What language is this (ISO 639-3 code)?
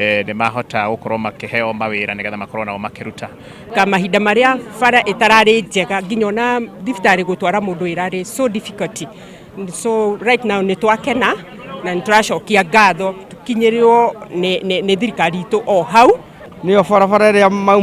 kik